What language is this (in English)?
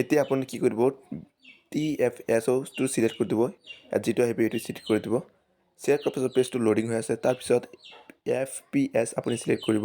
Assamese